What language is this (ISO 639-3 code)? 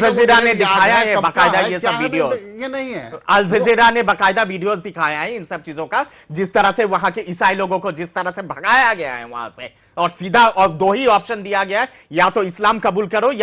hin